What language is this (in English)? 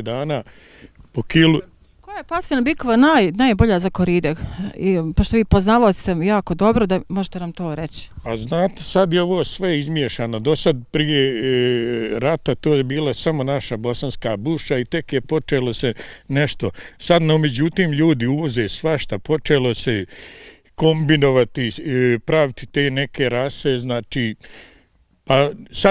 Bosnian